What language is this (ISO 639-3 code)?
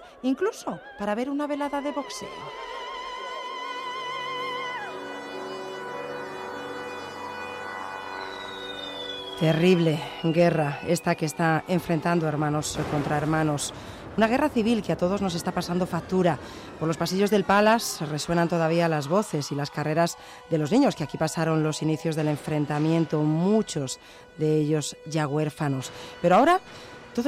spa